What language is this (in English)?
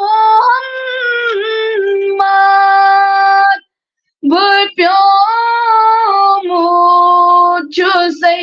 Kashmiri